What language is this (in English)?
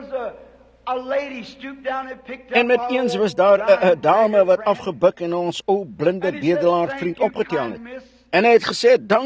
Afrikaans